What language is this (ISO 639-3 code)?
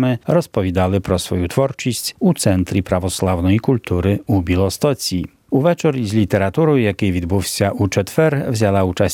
ukr